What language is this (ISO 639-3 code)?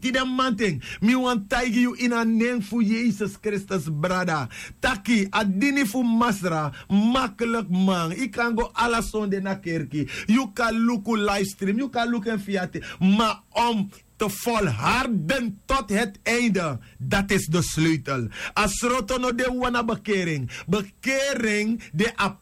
srn